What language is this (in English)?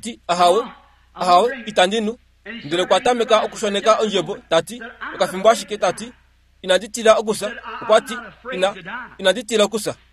Kuanyama